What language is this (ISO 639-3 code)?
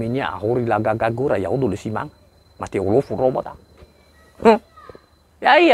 nia